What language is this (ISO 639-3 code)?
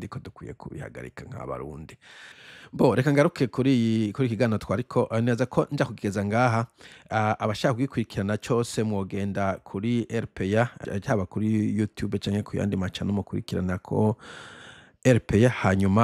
run